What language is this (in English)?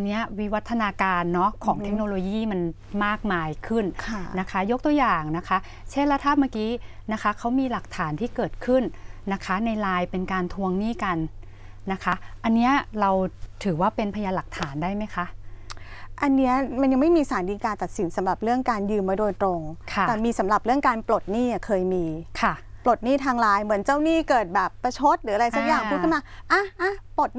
Thai